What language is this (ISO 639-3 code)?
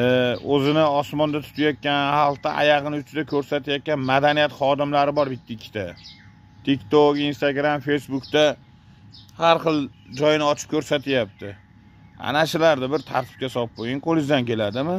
uzb